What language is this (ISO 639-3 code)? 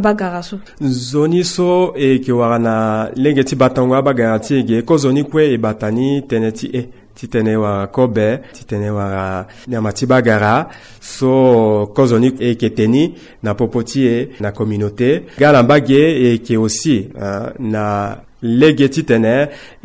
sag